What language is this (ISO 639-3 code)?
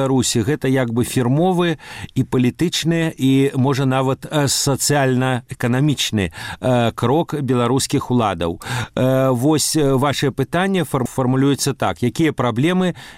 bel